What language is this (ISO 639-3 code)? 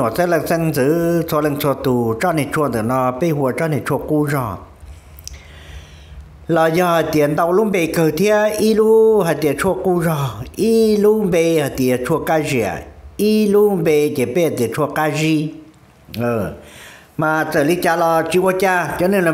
vie